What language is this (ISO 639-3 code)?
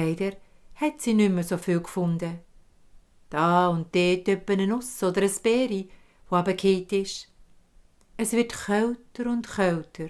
gsw